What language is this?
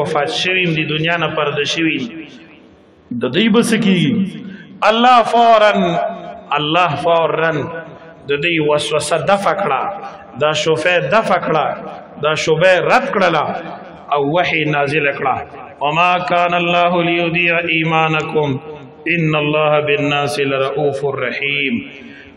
Pashto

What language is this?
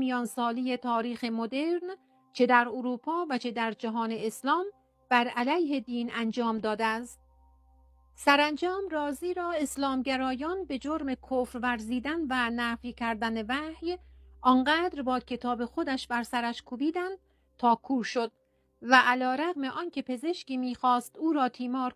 Persian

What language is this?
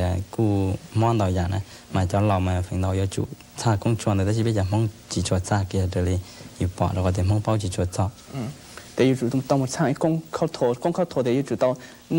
Hmong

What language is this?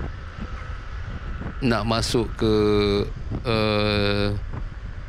Malay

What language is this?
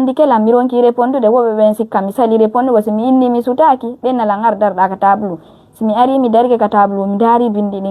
Pular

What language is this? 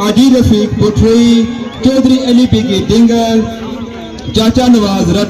Pahari-Potwari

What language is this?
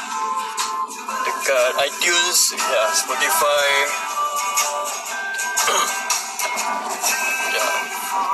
Malay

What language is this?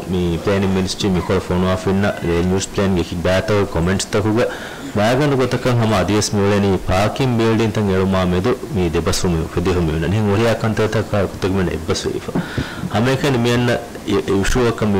Divehi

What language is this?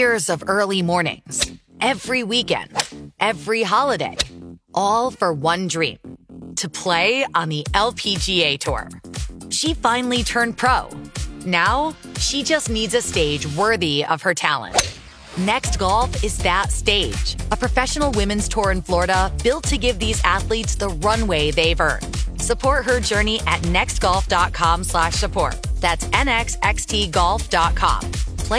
English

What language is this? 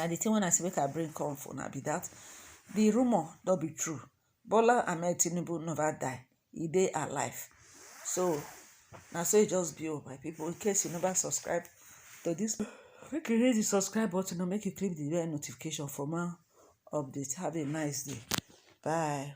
Nigerian Pidgin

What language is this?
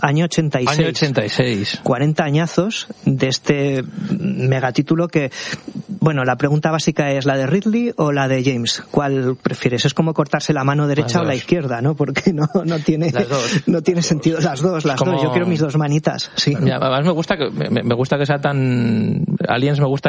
Spanish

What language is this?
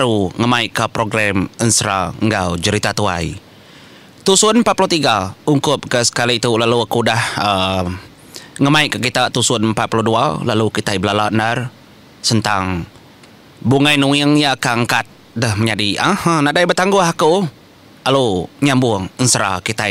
Iban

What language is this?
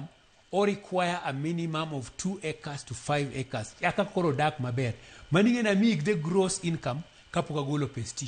Luo (Kenya and Tanzania)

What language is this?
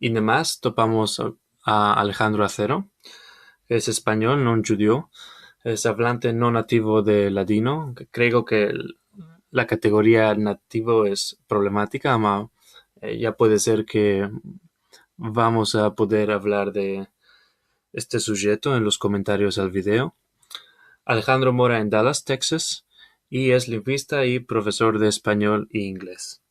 Ladino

